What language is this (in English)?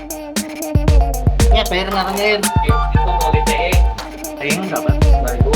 Banjar